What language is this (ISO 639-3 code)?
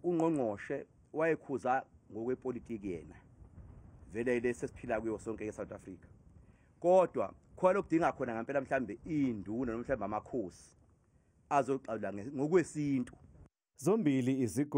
zul